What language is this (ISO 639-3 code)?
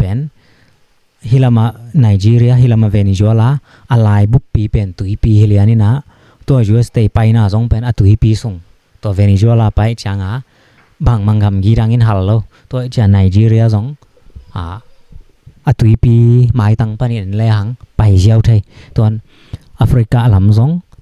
ctd